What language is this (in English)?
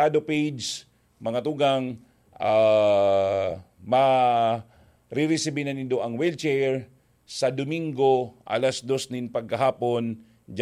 Bikol